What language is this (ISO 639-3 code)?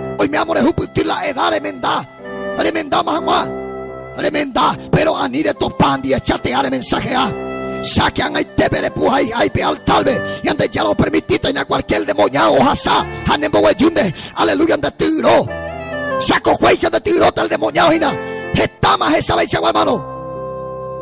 grn